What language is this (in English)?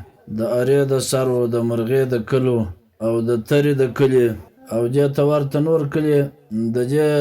Pashto